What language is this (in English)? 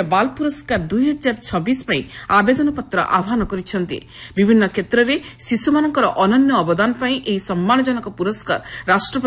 Odia